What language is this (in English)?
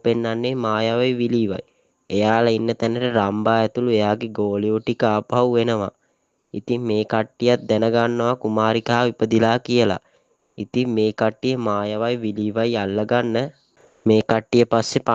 Sinhala